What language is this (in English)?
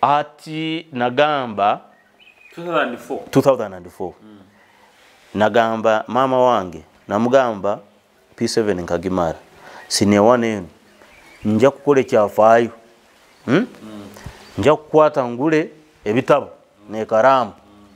Nyoro